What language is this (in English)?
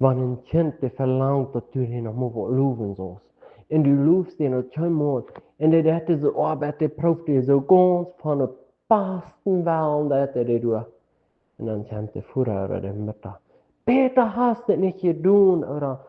Plautdietsch